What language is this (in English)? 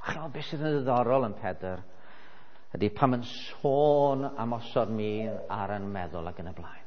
Welsh